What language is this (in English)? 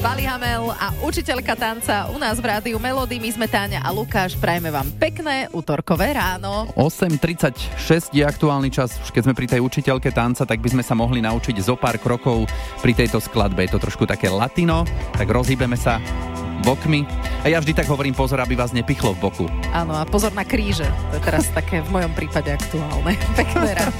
Slovak